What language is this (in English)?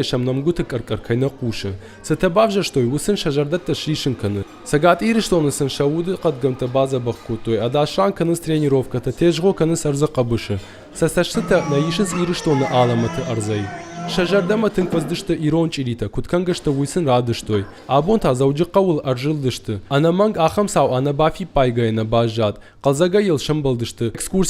Ossetic